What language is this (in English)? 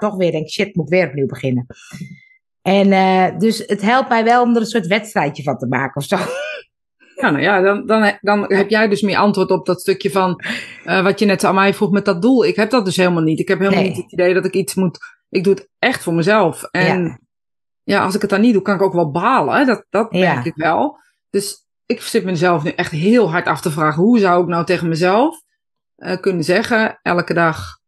Dutch